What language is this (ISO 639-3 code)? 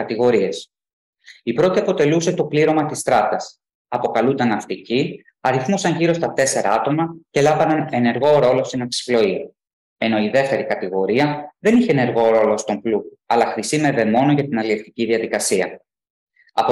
ell